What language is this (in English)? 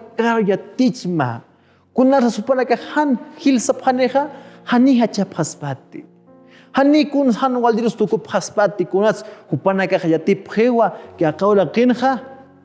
Aymara